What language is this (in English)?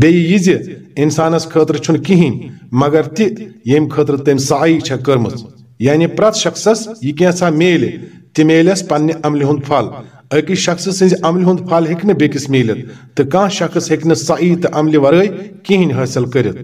Kashmiri